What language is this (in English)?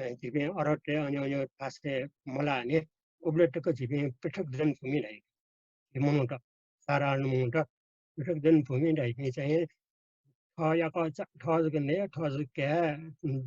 Newari